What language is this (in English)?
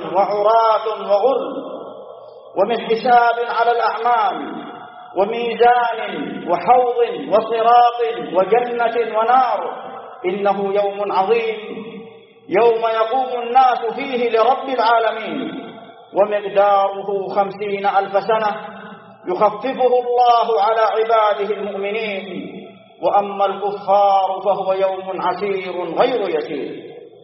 Arabic